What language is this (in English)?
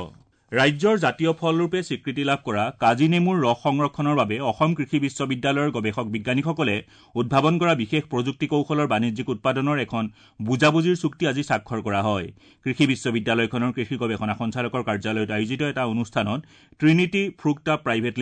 Assamese